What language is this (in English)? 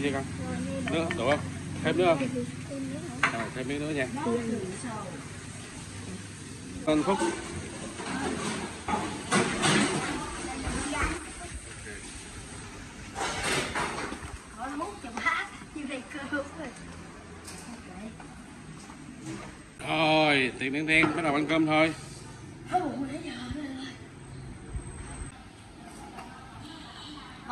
Vietnamese